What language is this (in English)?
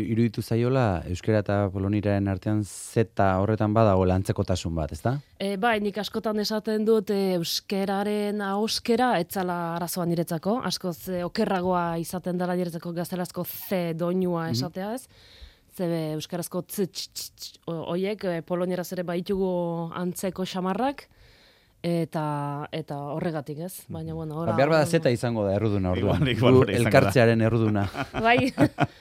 Basque